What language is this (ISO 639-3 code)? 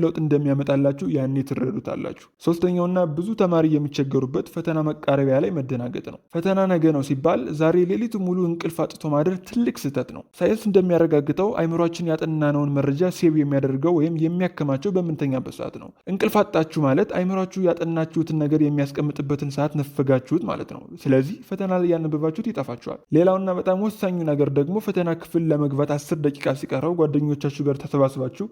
amh